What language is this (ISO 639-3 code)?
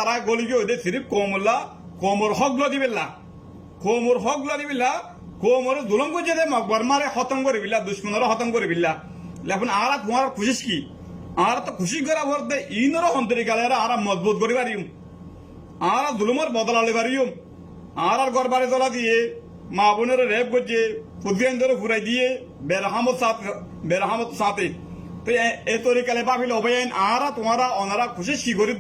rhg